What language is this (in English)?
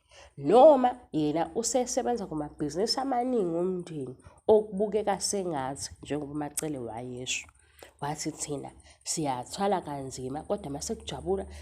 Zulu